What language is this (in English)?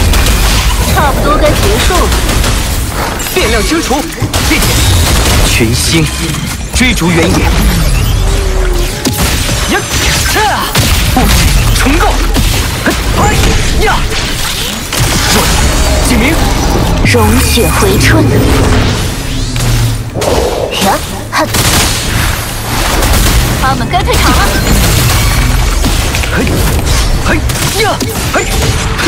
Chinese